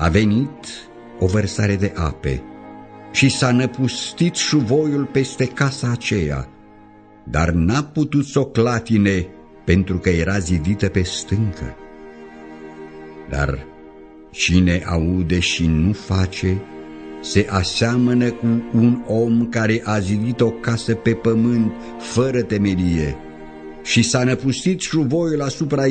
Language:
Romanian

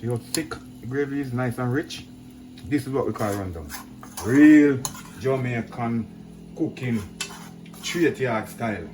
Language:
Jamaican Creole English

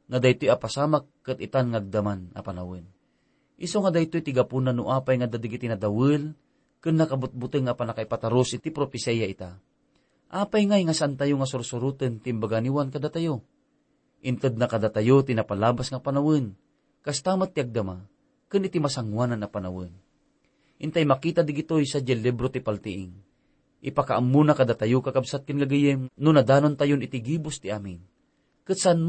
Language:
Iloko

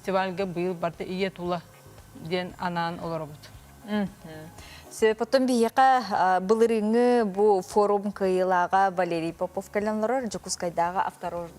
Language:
Yakut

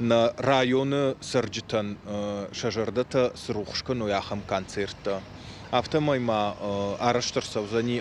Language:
Ossetic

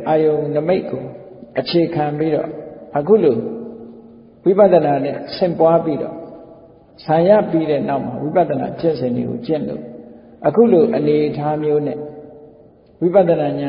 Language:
Burmese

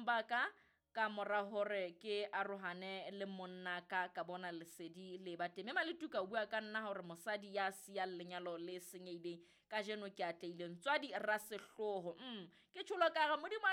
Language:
Southern Sotho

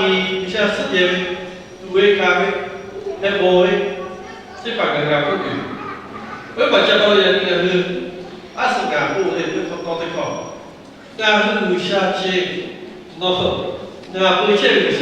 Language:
Lahu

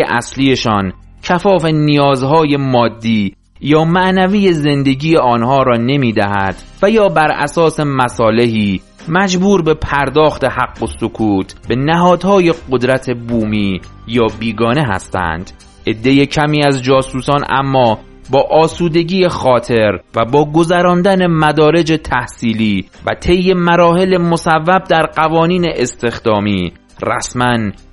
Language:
Persian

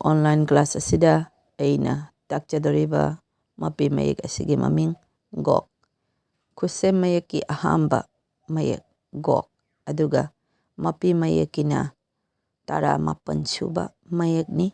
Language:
Manipuri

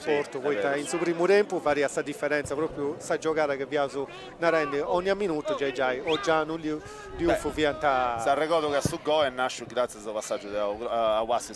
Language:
Sardinian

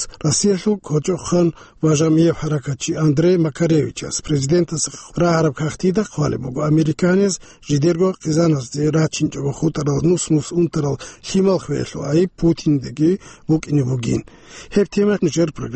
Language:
Avaric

